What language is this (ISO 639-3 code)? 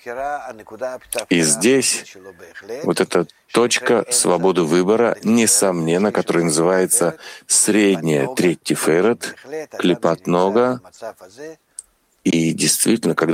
rus